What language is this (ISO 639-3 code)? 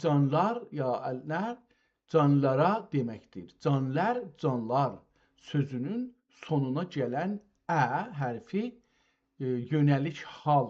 azb